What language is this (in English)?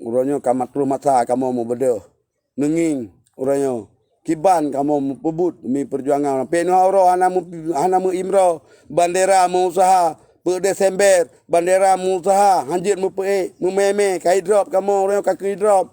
Achinese